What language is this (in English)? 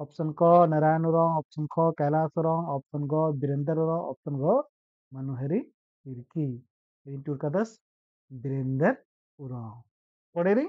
Kurukh